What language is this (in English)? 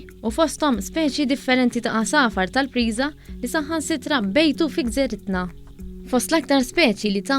Maltese